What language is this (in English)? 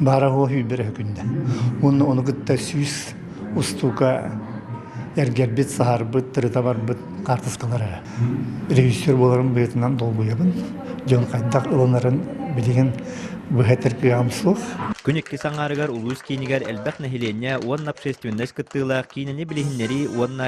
Yakut